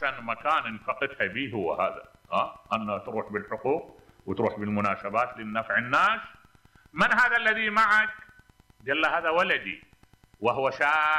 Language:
Mesopotamian Arabic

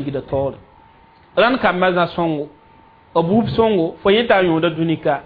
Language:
Mossi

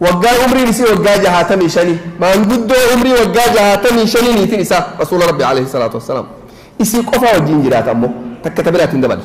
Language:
Oromo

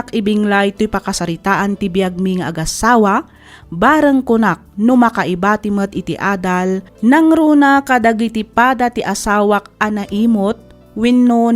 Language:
Iloko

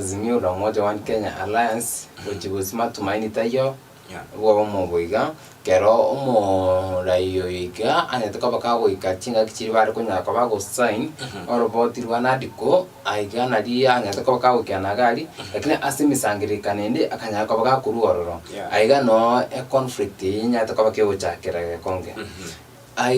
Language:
Gusii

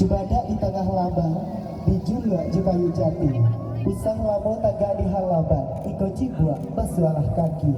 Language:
Minangkabau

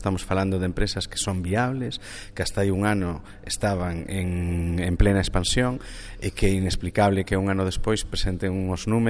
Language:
Galician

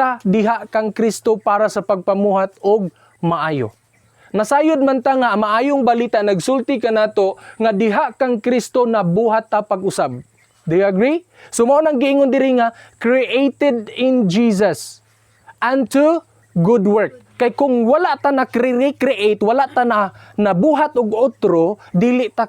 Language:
Cebuano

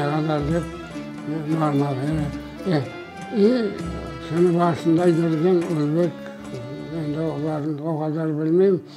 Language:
Crimean Tatar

